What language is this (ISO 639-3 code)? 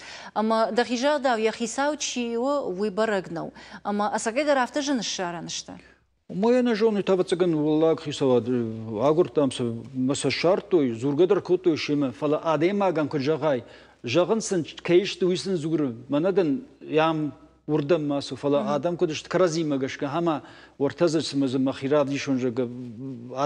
oss